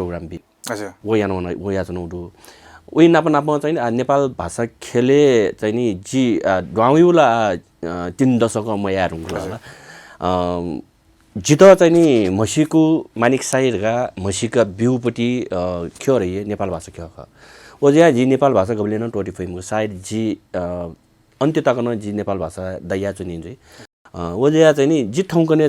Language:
Newari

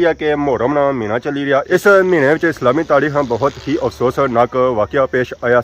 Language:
Pahari-Potwari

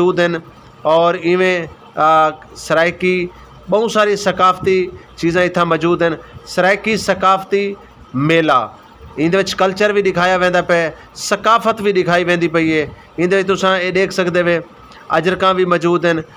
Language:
Saraiki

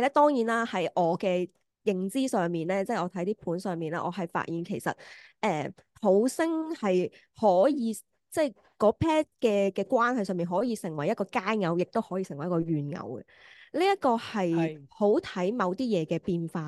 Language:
Cantonese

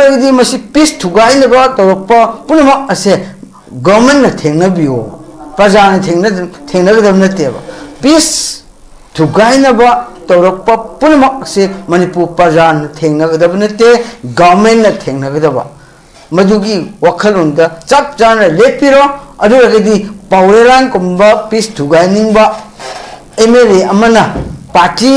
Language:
Manipuri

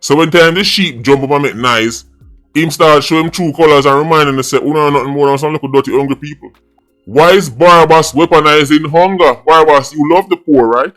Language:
Jamaican Creole English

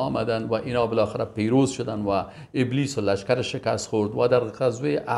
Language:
Persian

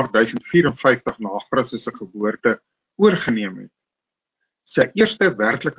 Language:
Afrikaans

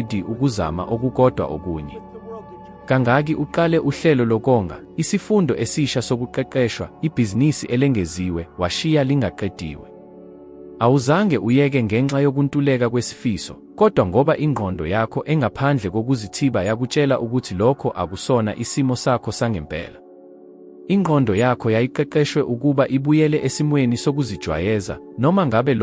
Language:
Zulu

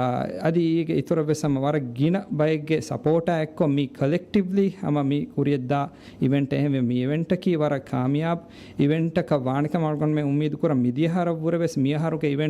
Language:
Divehi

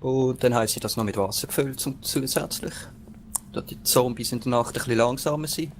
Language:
Swiss German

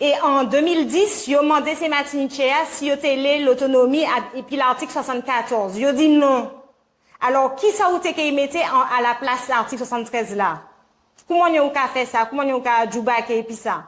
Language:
Guadeloupean Creole French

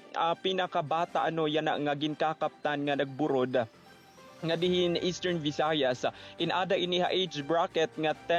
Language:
Waray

